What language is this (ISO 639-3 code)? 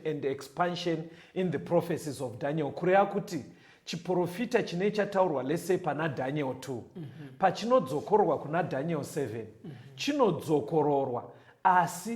sna